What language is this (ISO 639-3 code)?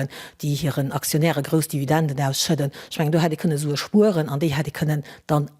ltz